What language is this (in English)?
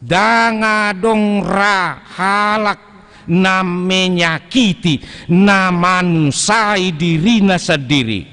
Batak Toba